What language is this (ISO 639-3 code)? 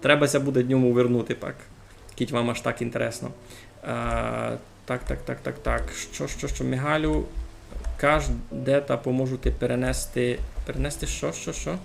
rue